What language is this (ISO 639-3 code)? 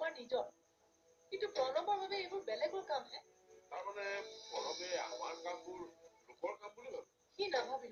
asm